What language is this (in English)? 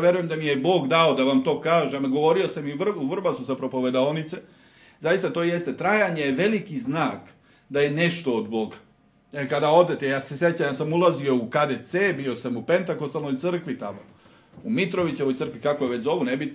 Serbian